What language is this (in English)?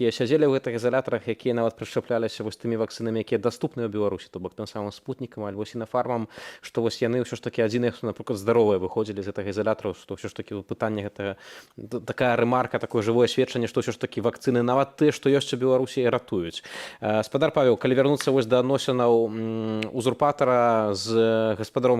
Belarusian